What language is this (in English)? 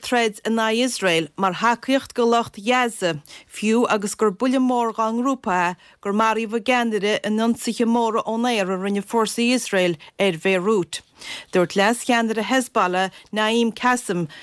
Irish